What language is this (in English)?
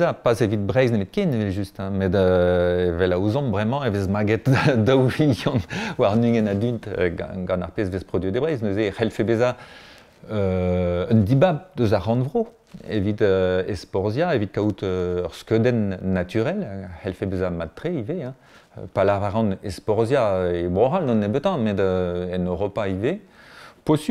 Breton